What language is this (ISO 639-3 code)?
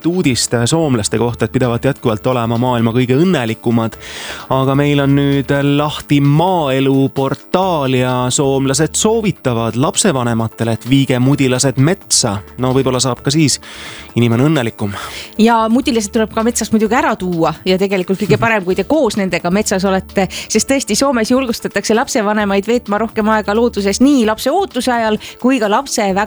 est